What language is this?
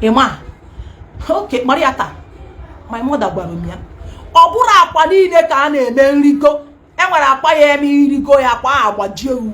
Igbo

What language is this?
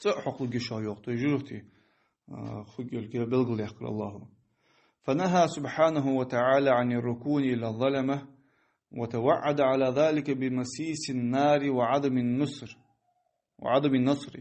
Ingush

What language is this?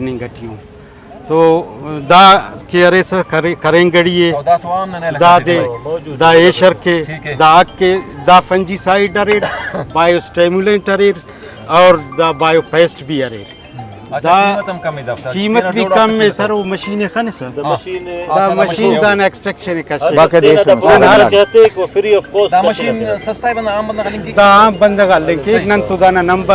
Brahui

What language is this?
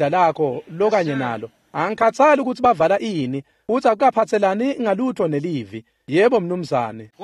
Swati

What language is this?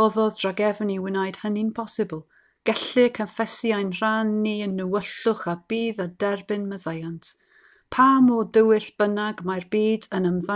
Welsh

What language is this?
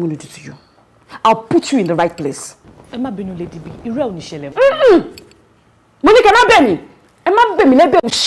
Yoruba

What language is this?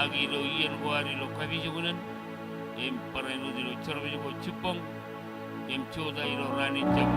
Marshallese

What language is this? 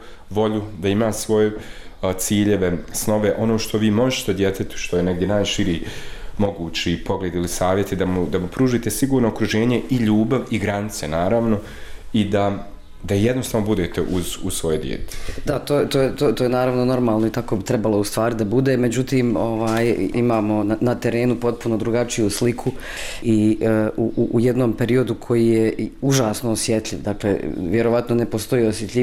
Bosnian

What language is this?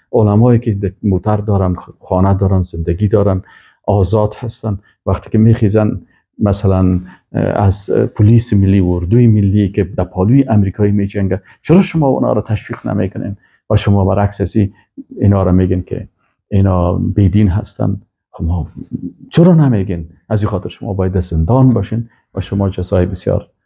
Persian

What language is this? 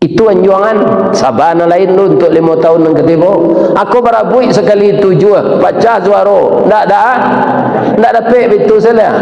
Minangkabau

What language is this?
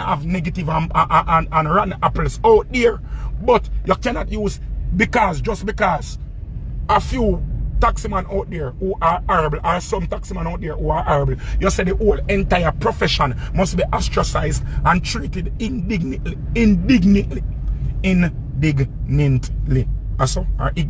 Jamaican Creole English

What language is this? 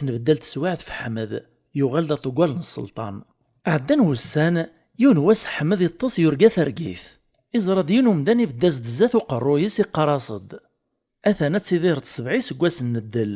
Kabyle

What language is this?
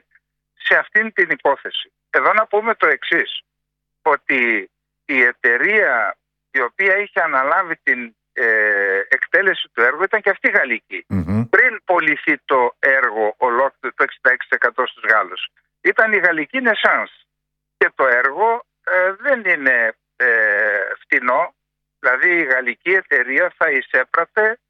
Greek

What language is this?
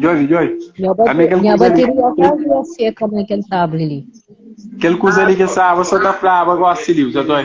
Kabuverdianu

